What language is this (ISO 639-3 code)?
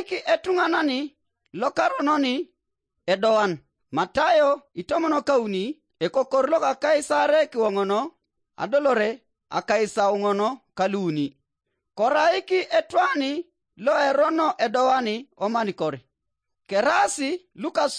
teo